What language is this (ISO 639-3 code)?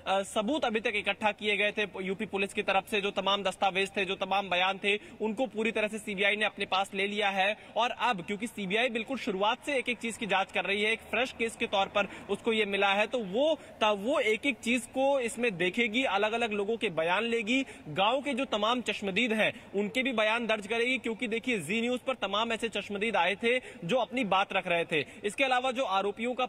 hin